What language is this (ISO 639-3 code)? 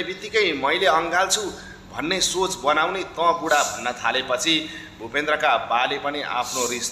nep